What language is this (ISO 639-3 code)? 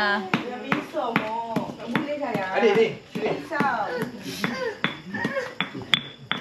msa